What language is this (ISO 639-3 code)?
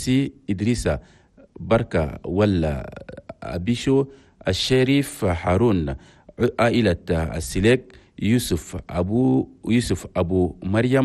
shu